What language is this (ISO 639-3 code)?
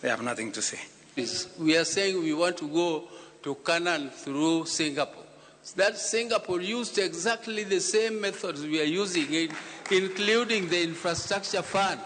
luo